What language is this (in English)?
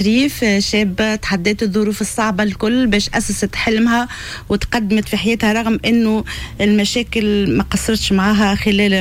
Tunisian Arabic